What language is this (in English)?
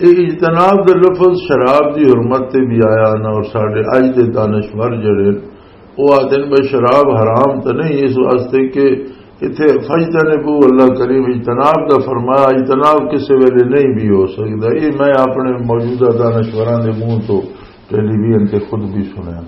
Western Panjabi